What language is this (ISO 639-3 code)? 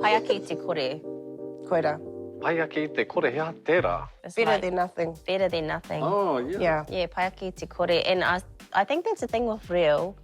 mri